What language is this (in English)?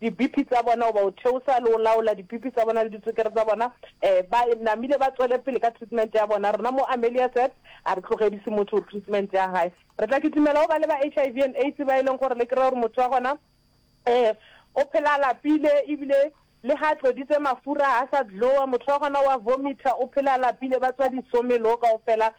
Northern Sotho